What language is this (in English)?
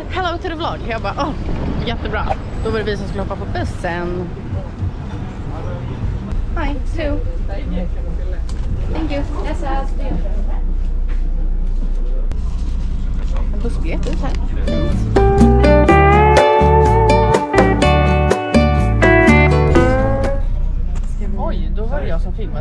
Swedish